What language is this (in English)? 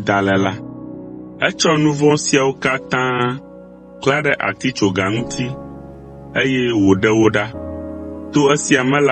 Ewe